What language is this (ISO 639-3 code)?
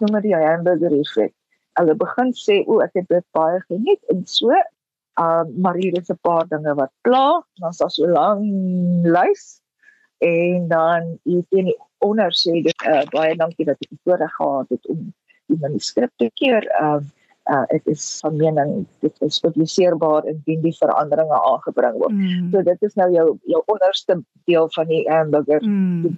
afr